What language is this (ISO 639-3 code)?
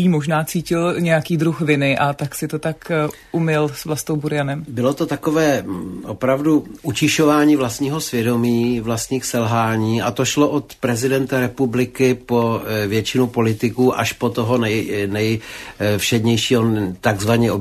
ces